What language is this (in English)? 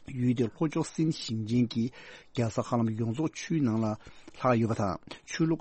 Tibetan